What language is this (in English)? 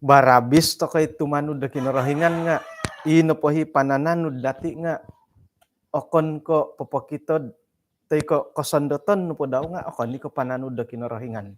Central Dusun